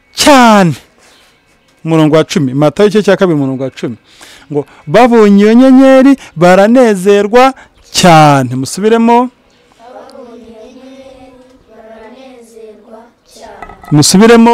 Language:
Kinyarwanda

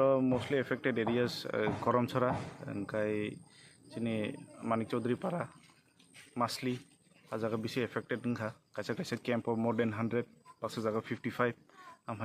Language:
Kok Borok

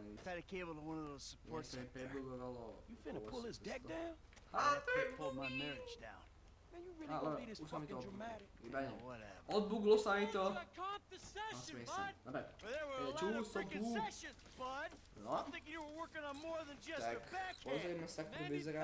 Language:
Slovak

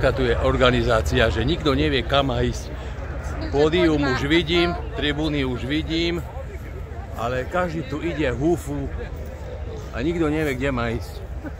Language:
Slovak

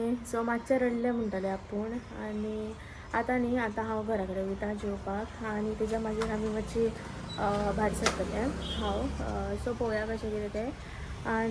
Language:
Konkani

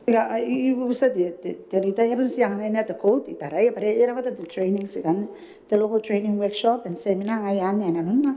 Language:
Gilbertese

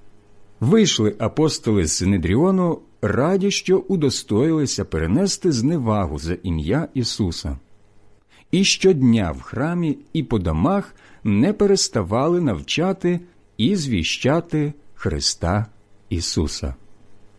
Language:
Ukrainian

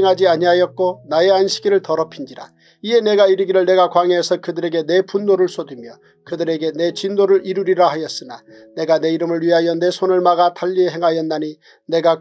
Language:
Korean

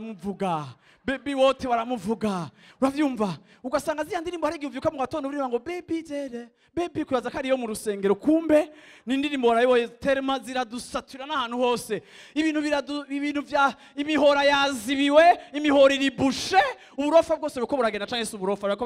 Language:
Rundi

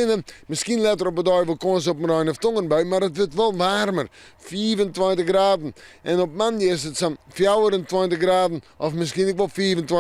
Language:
Western Frisian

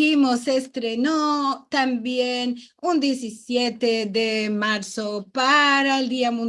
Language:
Ladino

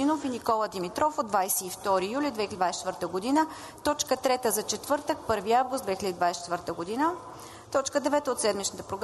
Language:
Bulgarian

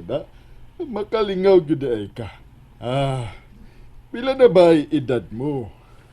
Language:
Cebuano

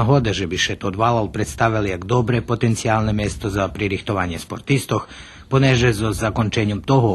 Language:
Rusyn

